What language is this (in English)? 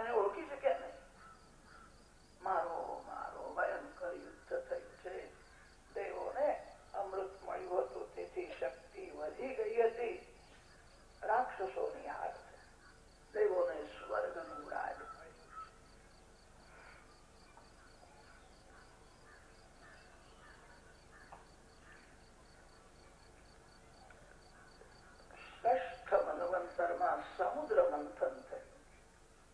Gujarati